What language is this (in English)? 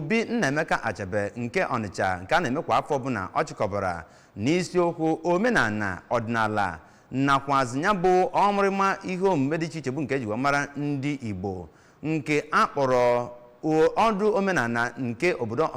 Igbo